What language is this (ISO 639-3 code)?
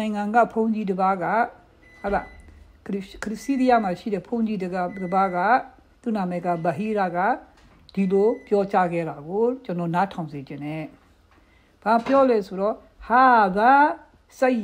mya